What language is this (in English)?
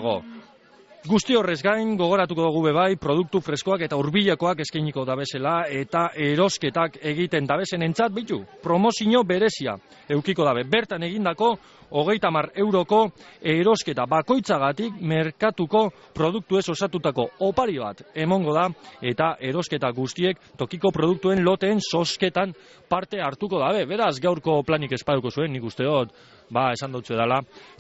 Basque